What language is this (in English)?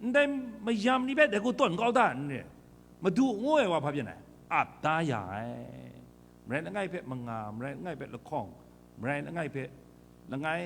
Kachin